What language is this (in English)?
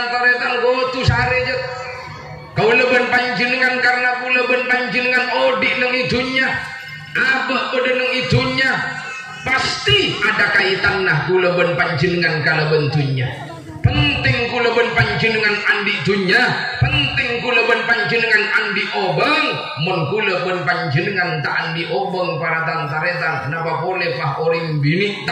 Madurese